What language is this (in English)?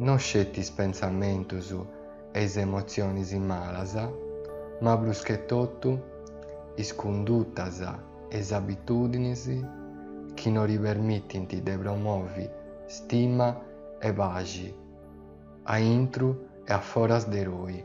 Sardinian